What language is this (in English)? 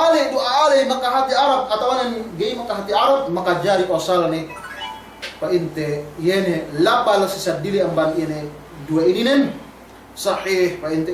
Yakan